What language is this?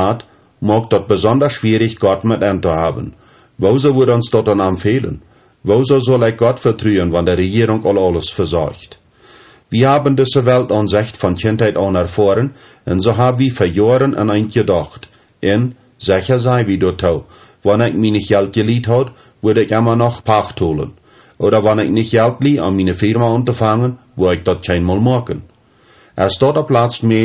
Plautdietsch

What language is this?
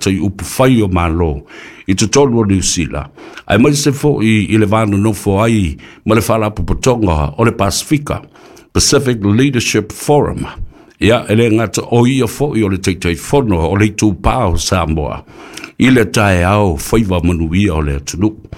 Samoan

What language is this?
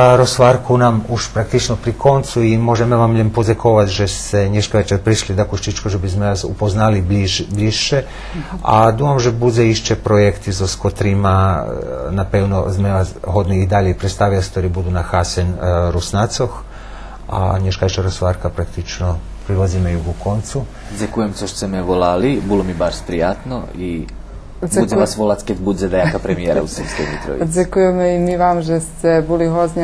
Rusyn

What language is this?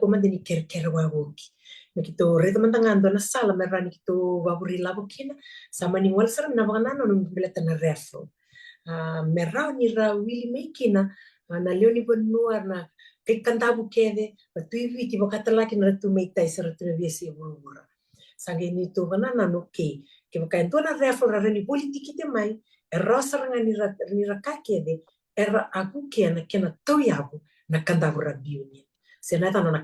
Fijian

